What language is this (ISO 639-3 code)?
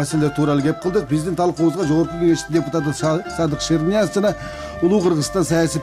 kir